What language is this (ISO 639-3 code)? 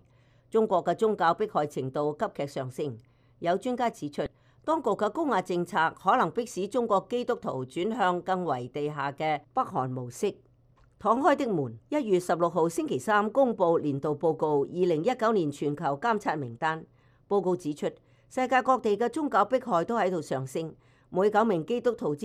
yue